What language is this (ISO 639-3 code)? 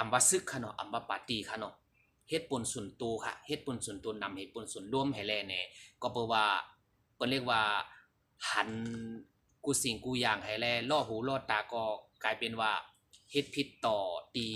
shn